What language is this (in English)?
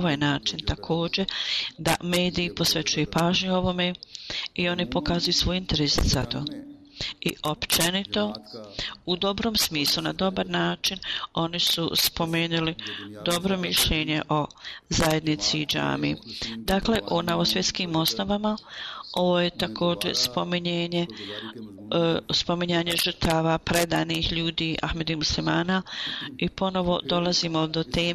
Bosnian